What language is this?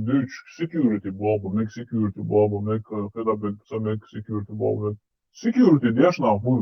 Chechen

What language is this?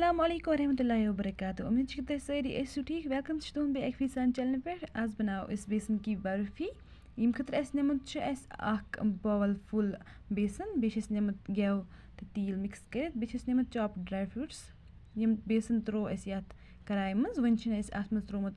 Kashmiri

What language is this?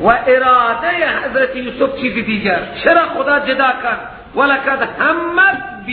Persian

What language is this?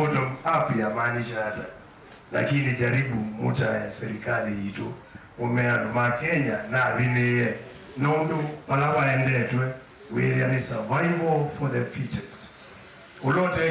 Kamba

